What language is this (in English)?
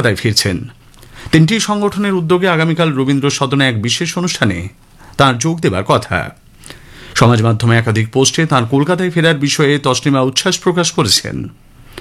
Bangla